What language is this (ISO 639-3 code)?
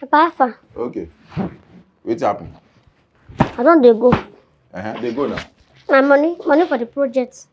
pcm